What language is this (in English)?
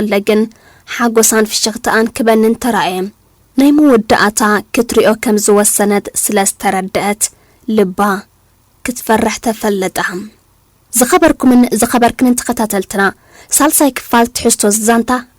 Tigrinya